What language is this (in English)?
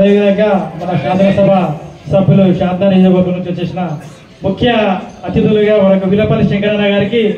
Telugu